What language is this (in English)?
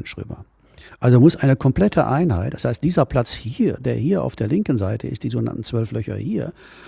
German